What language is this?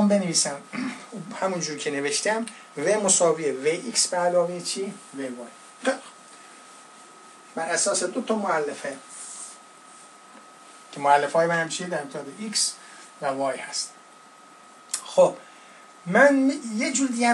Persian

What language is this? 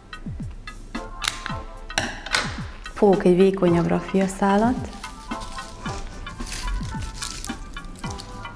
Hungarian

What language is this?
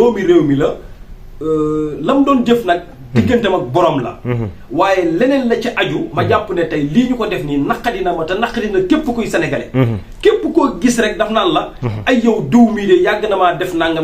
Wolof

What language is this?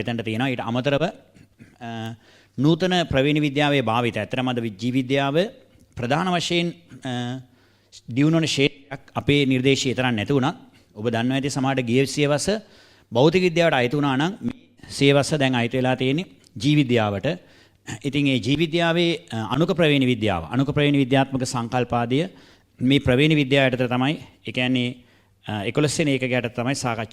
Sinhala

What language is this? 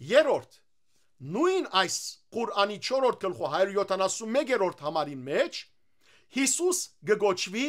Western Armenian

